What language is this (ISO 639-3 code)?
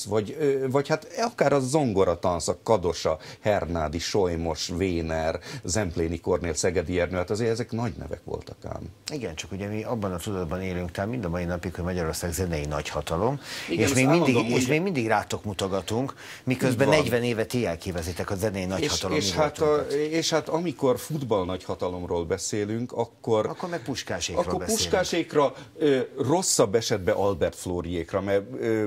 hun